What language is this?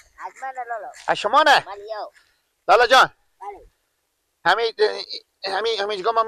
Persian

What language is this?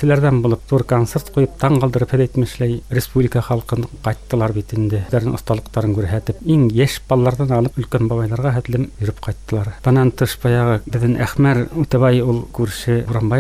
Bashkir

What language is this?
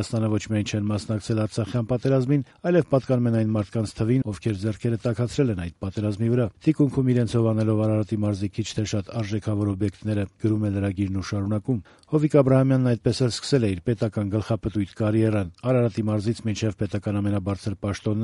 Armenian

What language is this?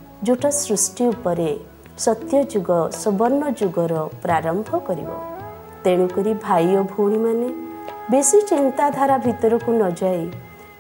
Odia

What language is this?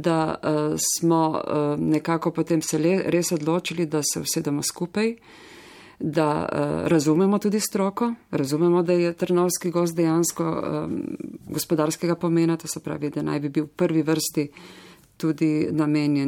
Slovenian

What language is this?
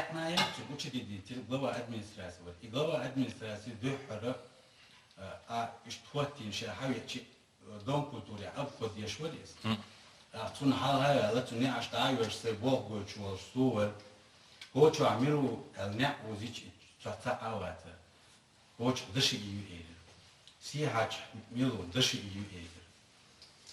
Chechen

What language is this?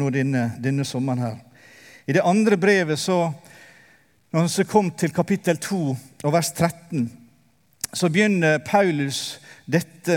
Norwegian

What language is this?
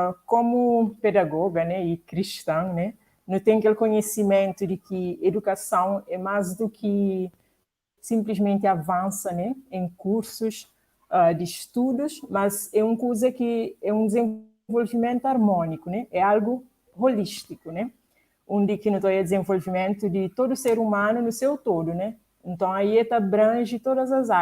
Kabuverdianu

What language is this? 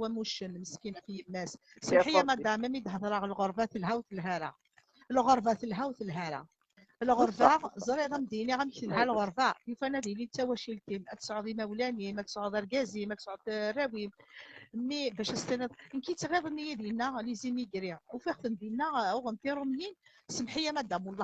Kabyle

